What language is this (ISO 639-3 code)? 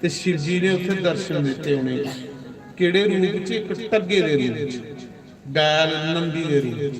doi